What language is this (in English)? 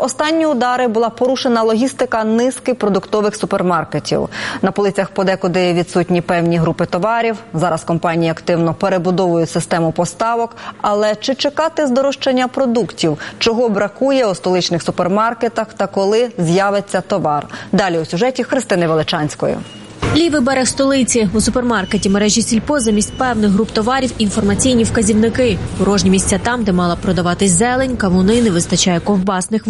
Ukrainian